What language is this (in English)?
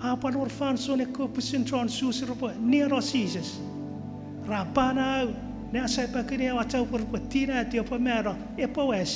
Chuukese